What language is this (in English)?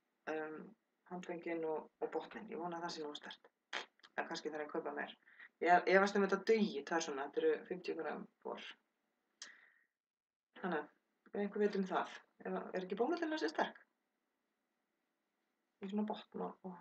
Icelandic